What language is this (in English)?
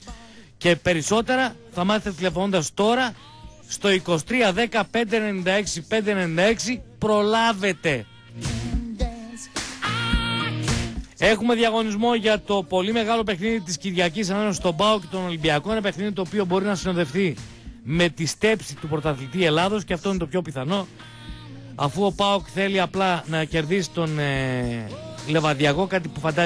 Greek